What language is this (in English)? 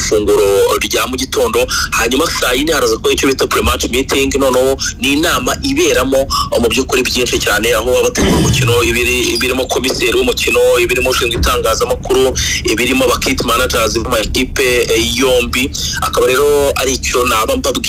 Kinyarwanda